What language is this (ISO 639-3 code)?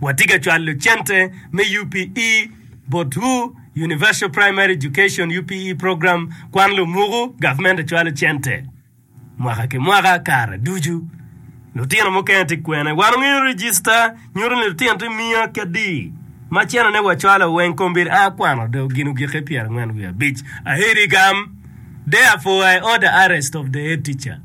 ach